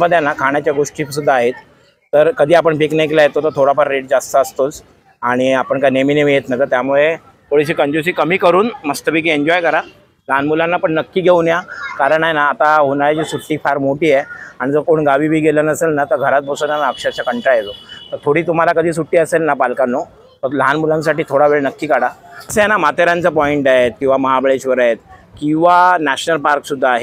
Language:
Marathi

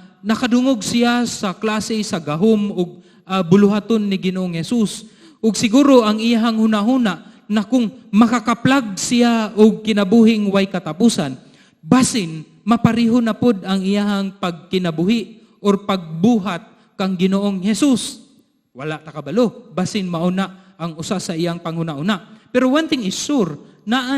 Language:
Cebuano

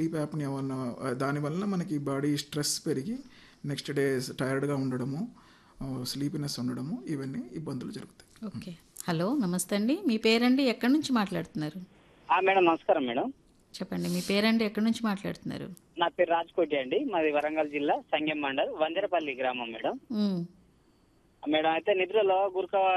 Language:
Telugu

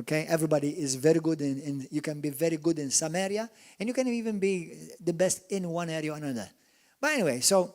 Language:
English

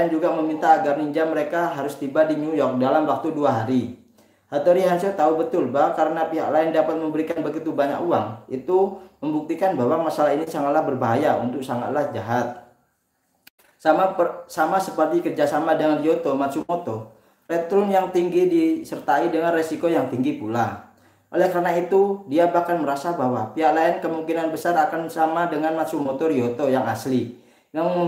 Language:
Indonesian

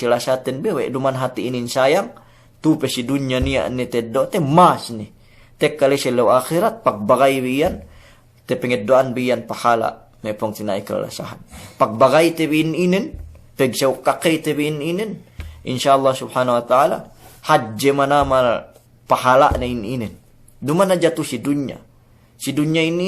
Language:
Yakan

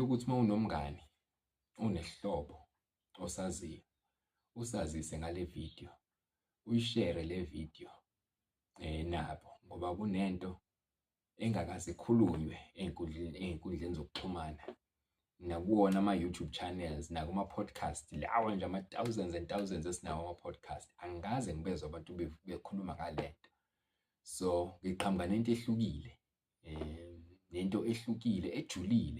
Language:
Zulu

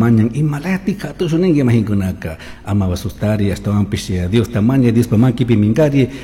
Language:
Chimborazo Highland Quichua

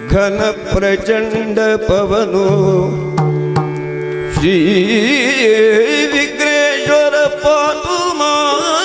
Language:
Kannada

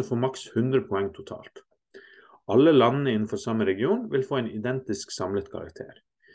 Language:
Norwegian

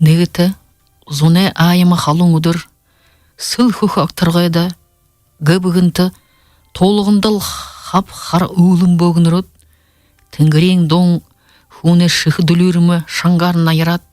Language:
Buriat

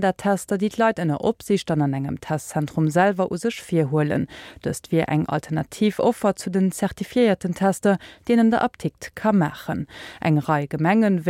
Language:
Luxembourgish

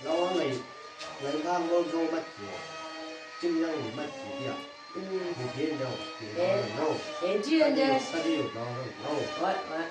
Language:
Chang Naga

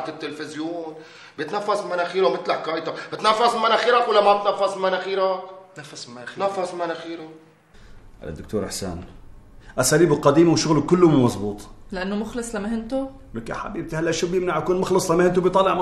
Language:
North Levantine Arabic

